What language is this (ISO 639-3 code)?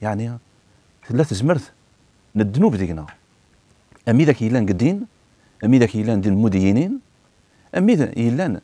kab